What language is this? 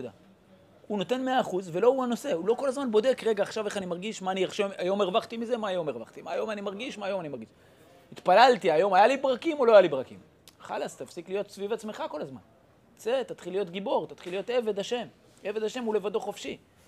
Hebrew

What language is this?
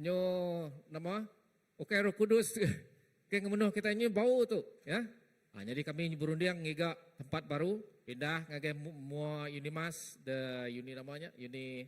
Iban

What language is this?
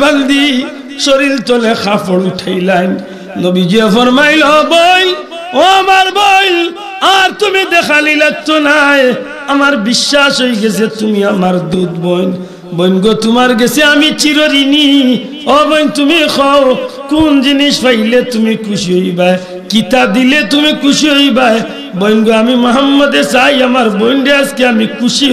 Sylheti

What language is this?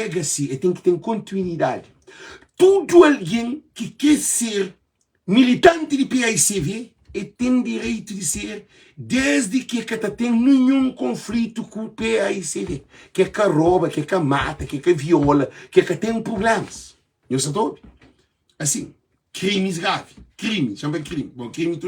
Kabuverdianu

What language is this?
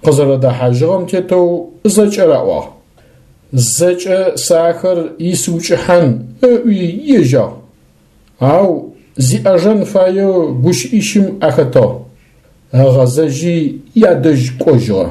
Adyghe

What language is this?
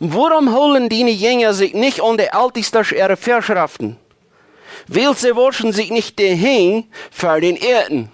Plautdietsch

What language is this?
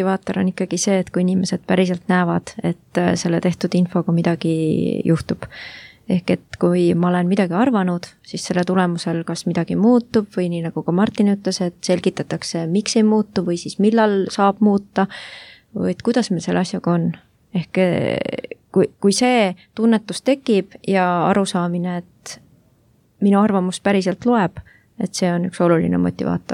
Estonian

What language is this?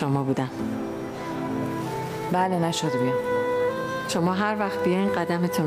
Persian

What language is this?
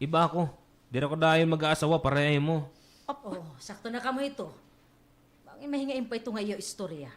Waray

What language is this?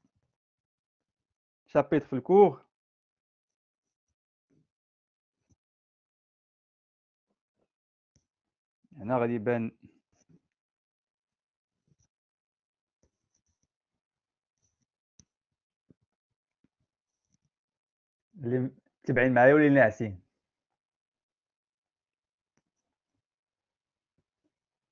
Moroccan Arabic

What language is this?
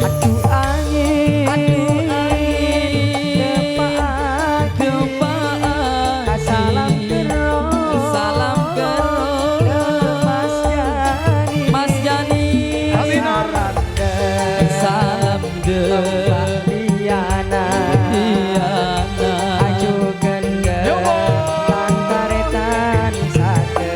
Madurese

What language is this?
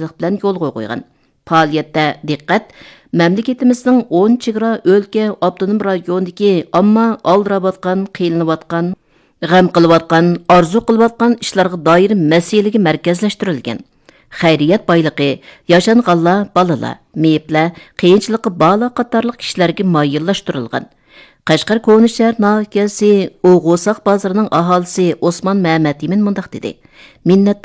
Uyghur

